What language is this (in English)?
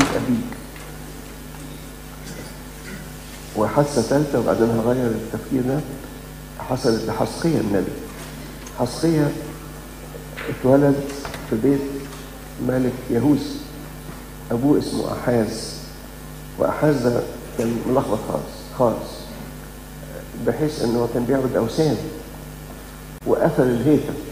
Egyptian Arabic